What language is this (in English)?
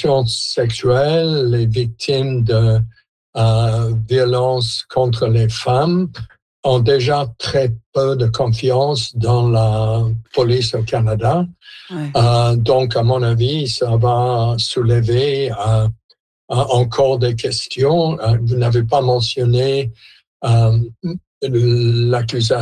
French